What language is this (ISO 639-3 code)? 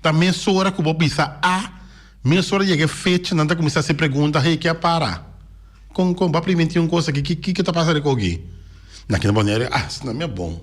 pap